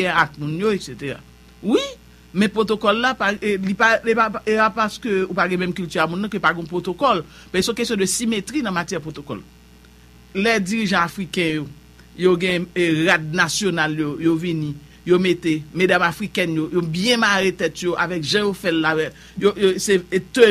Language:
Haitian Creole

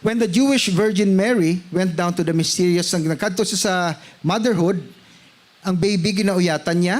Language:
Hiligaynon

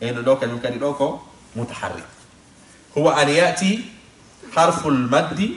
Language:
Fula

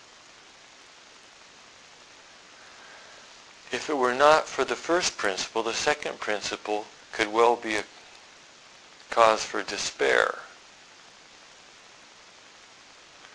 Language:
English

